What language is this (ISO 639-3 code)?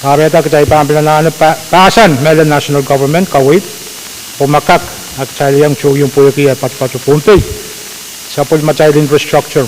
pon